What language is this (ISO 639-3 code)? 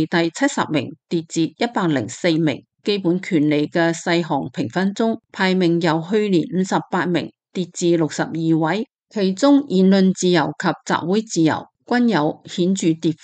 yue